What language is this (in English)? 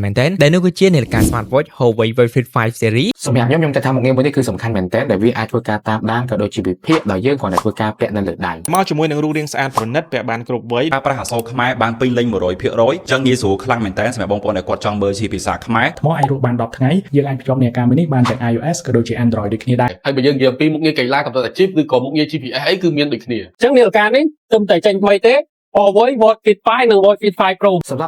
Khmer